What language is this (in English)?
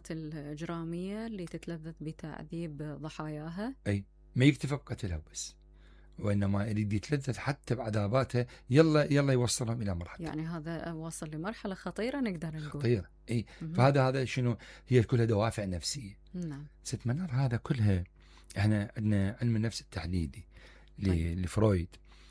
Mesopotamian Arabic